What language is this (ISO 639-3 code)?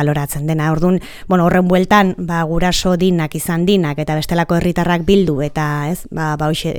eus